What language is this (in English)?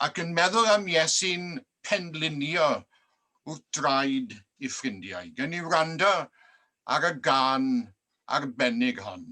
Welsh